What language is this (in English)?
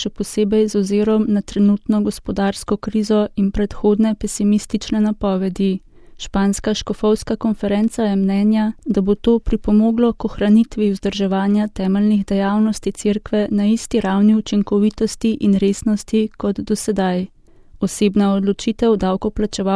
Slovenian